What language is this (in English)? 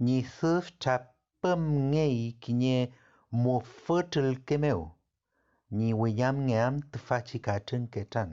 Mapuche